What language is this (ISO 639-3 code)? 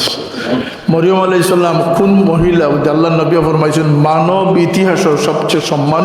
syl